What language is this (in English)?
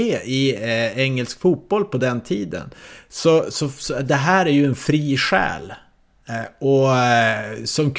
Swedish